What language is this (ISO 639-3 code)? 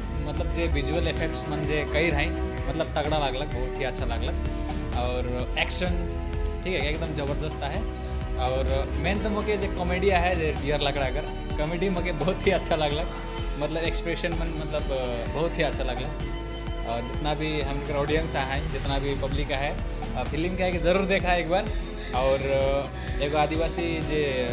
sck